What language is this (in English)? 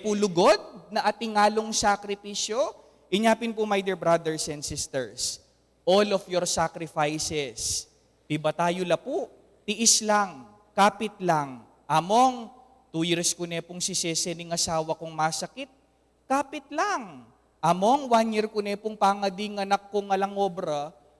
Pampanga